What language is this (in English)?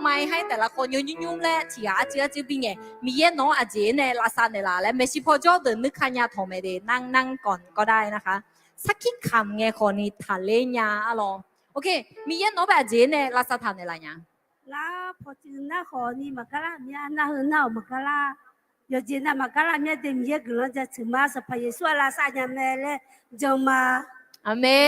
Akha